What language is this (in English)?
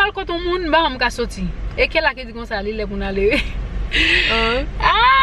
Haitian Creole